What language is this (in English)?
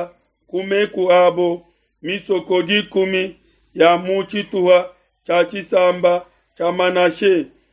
Luba-Lulua